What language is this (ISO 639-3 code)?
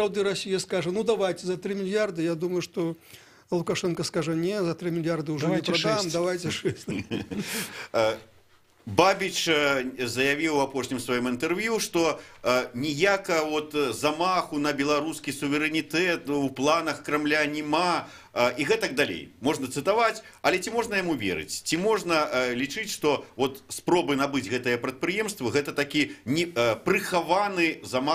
bel